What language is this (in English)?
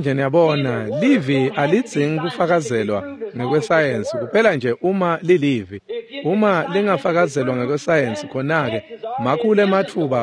Swati